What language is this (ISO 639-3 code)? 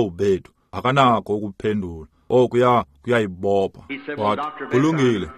xho